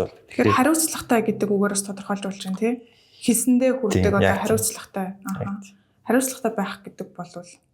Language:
Mongolian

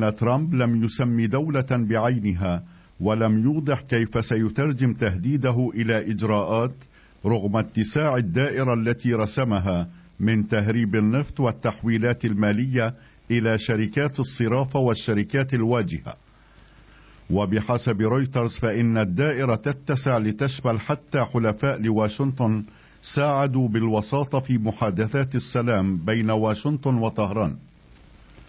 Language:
Arabic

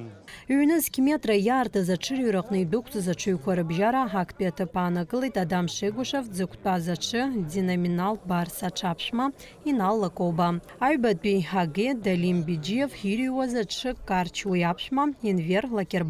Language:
Abkhazian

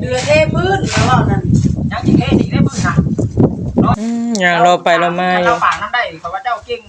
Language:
Northeastern Thai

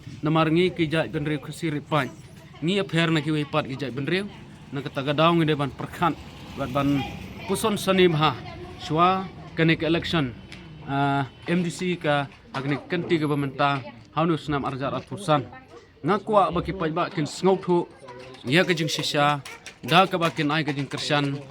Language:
Khasi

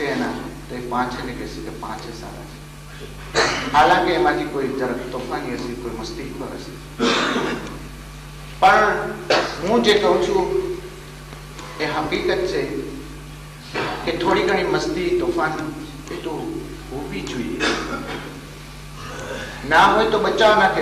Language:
Gujarati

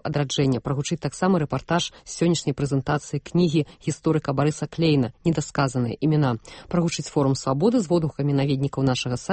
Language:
Belarusian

